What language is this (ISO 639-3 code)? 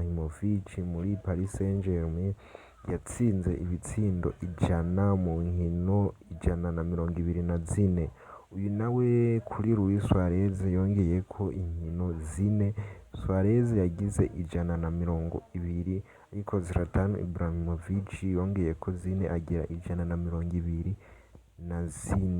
run